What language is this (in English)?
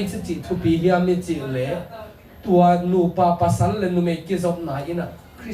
Tedim Chin